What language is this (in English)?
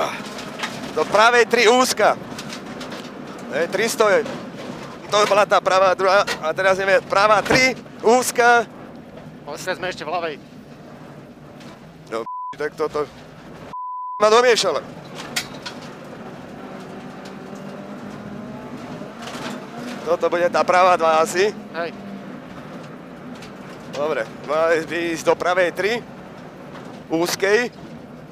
Slovak